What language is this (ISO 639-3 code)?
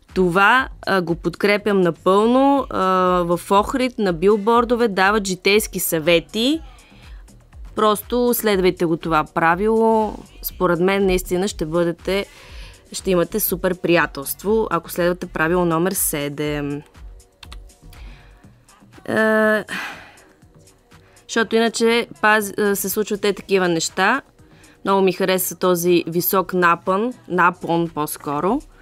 bul